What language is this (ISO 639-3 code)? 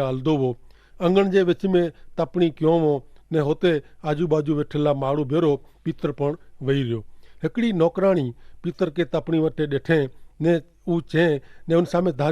kfr